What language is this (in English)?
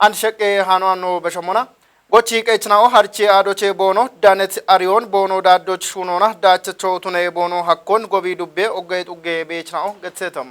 Kafa